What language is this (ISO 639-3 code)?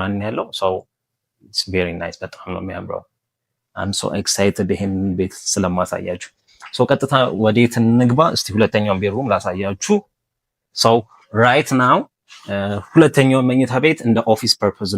amh